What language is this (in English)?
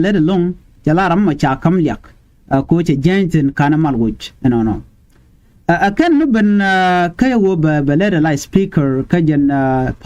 Nuer